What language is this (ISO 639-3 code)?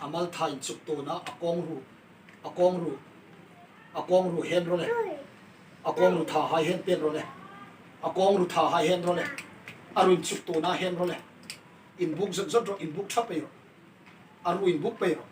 hmr